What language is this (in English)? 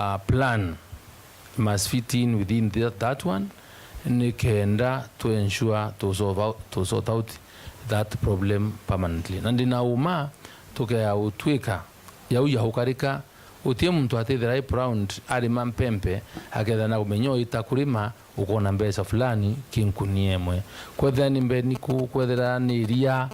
Meru